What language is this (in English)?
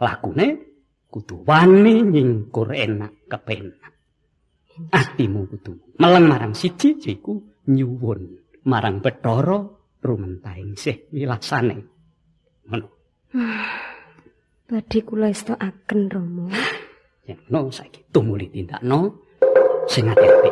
Javanese